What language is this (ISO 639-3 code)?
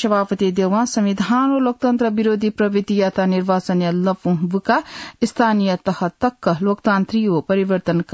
new